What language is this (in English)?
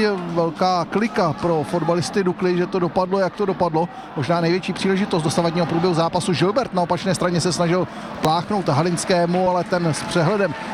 Czech